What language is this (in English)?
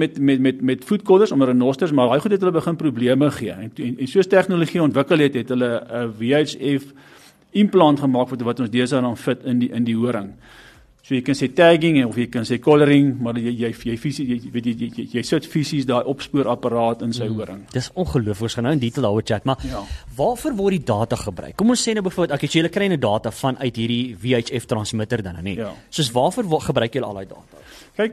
Afrikaans